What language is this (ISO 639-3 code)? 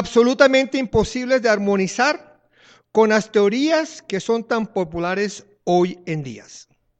spa